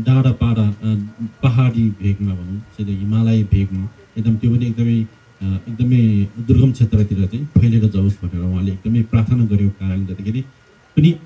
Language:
Nepali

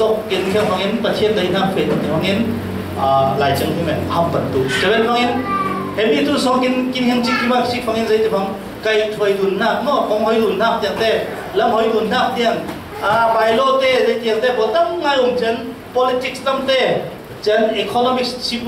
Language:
Falam Chin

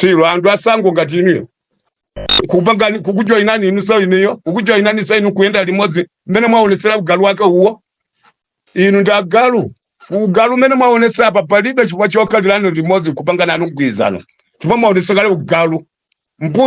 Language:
Nyanja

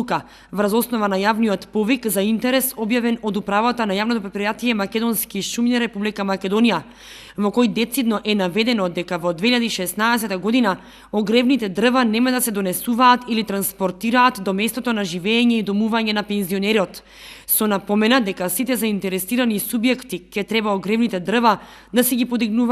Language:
Macedonian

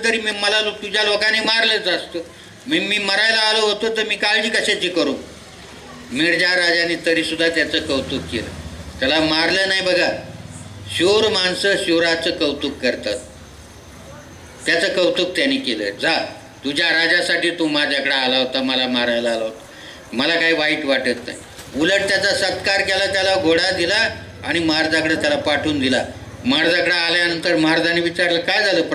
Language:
Marathi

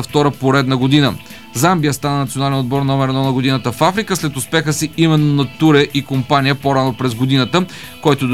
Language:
Bulgarian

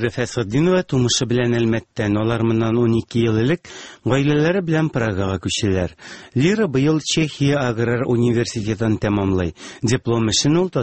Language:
Tatar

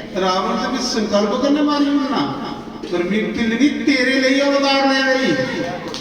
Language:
Dogri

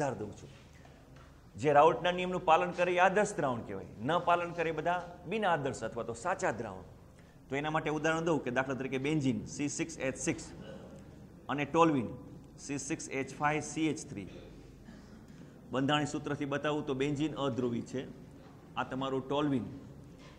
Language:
Gujarati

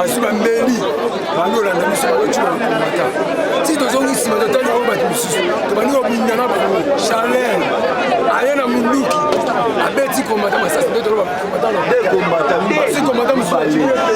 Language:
Lingala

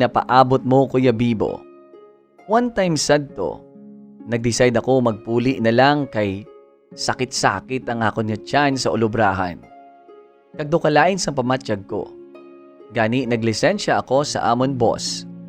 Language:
Hiligaynon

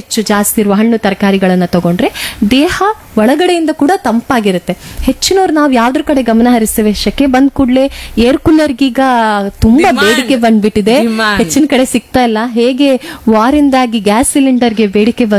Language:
Kannada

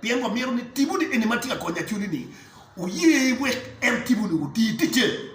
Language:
Acoli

